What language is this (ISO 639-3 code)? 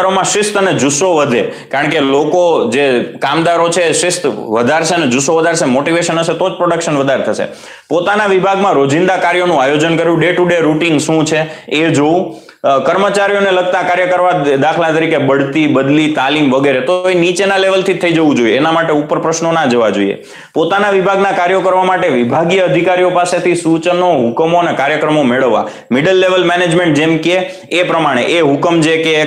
guj